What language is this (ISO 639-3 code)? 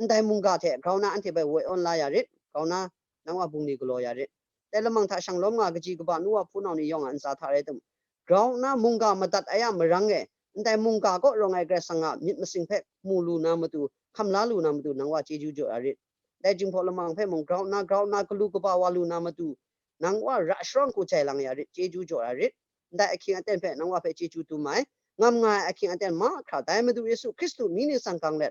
kac